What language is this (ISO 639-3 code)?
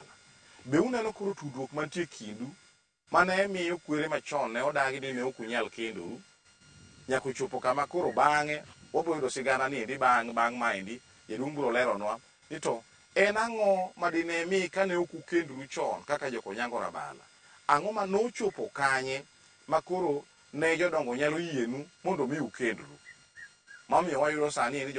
luo